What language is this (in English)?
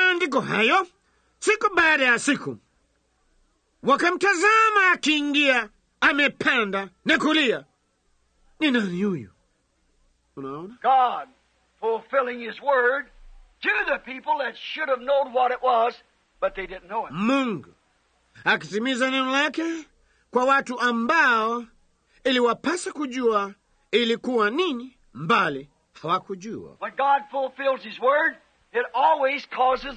Swahili